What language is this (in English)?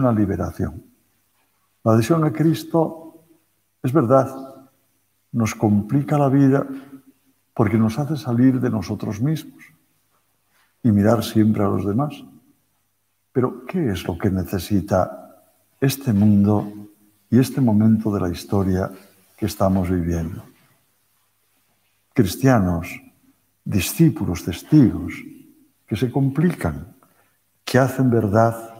Spanish